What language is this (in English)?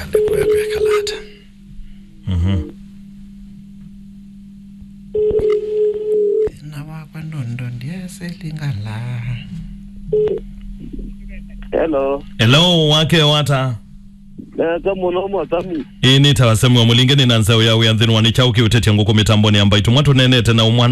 Swahili